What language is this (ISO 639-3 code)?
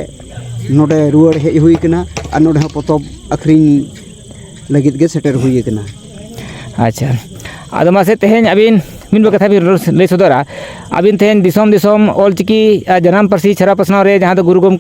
sat